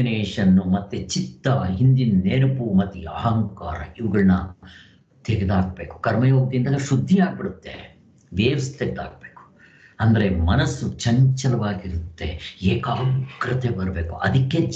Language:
Kannada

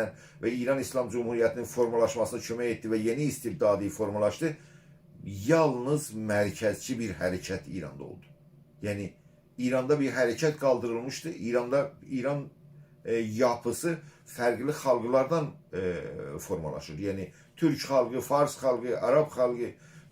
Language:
South Azerbaijani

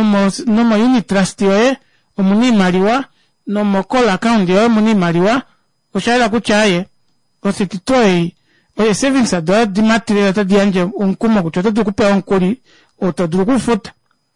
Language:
Kuanyama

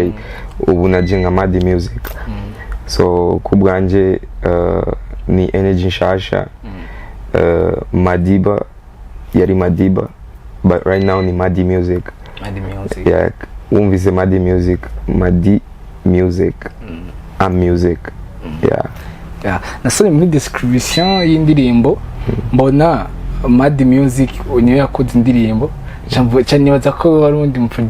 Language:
Rundi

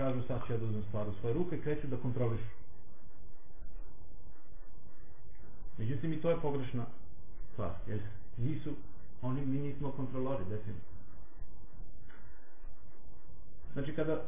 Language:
Serbian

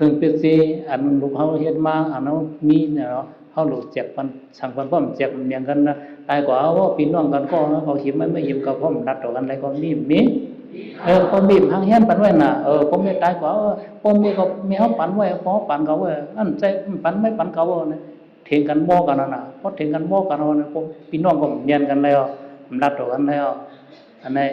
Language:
Shan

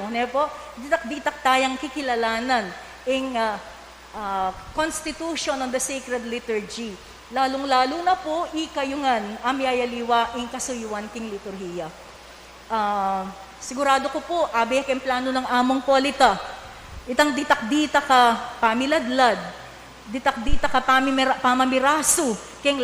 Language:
Pampanga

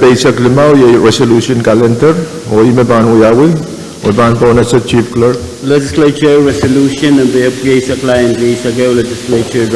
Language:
Pohnpeian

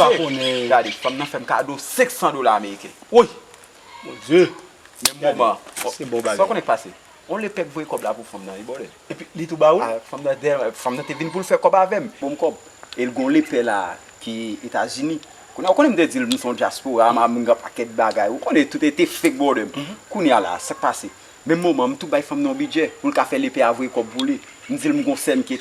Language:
Haitian Creole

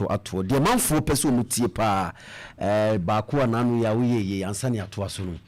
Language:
Akan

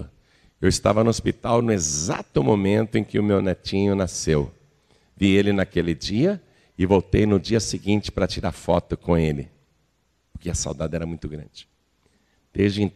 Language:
Portuguese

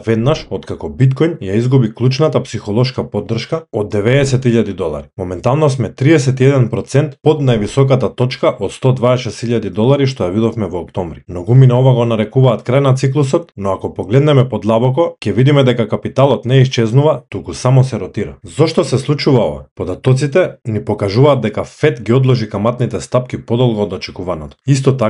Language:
Macedonian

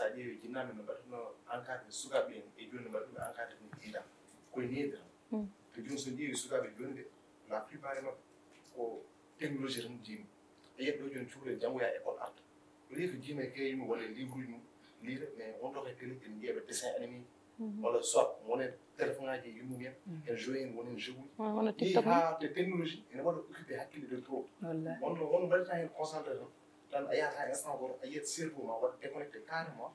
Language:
Fula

